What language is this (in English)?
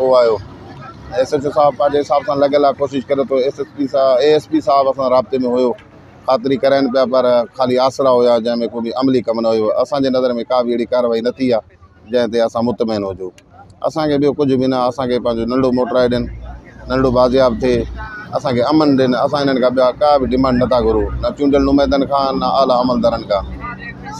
Sindhi